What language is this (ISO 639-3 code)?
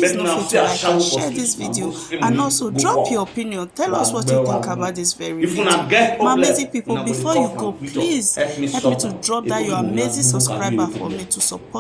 pcm